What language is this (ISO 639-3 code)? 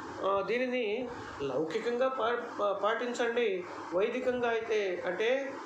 tel